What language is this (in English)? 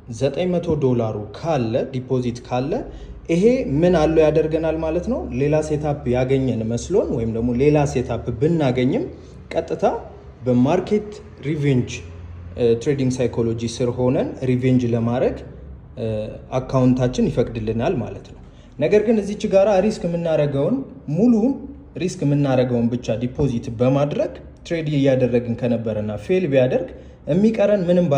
Amharic